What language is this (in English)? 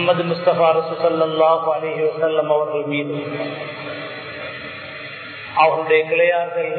Tamil